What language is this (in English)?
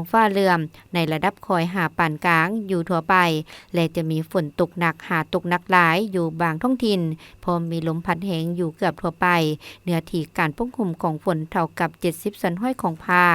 Lao